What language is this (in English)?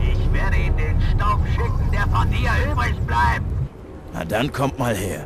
Bavarian